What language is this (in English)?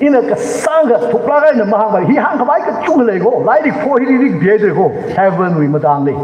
Tangkhul Naga (India)